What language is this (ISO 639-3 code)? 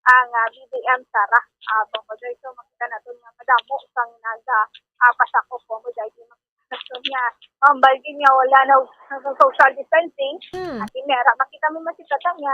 hil